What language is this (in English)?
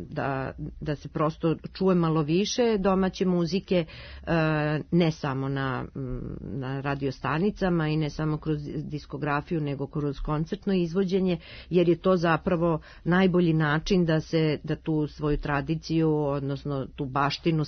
Serbian